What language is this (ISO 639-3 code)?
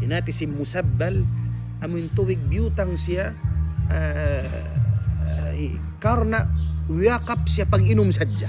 tsg